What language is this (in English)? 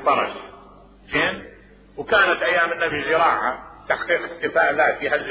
Mesopotamian Arabic